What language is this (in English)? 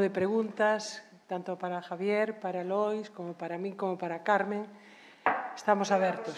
Galician